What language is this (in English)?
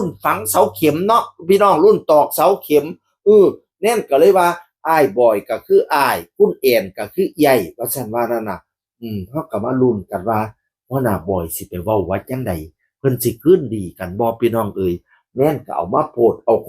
Northeastern Thai